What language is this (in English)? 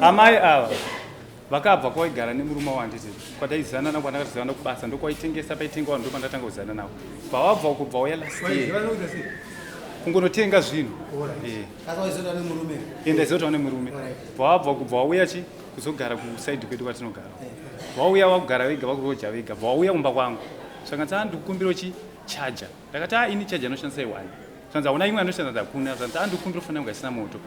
Shona